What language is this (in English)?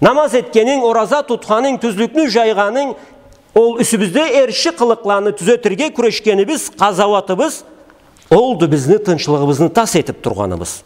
Karachay-Balkar